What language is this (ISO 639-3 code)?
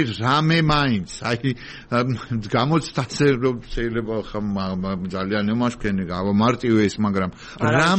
kat